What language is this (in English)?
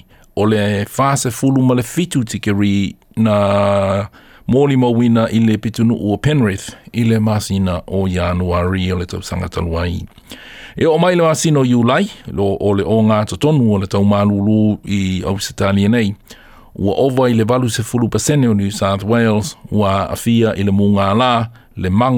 Samoan